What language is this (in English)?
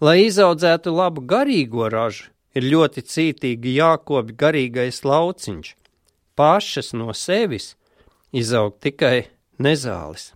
Latvian